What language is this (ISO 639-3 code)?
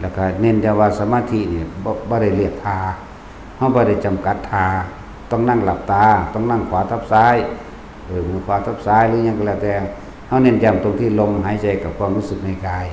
tts